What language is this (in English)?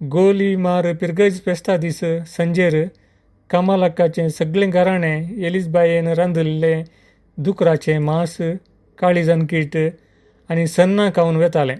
Konkani